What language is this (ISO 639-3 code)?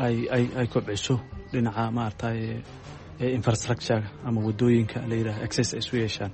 som